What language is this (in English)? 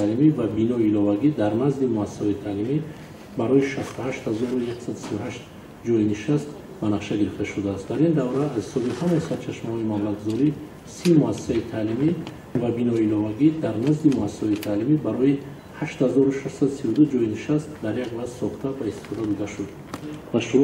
Tajik